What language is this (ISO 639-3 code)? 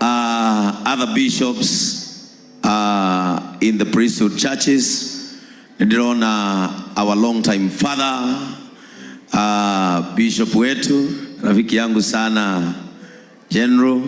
kik